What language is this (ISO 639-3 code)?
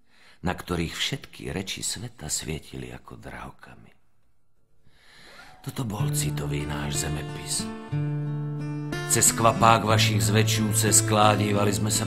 slk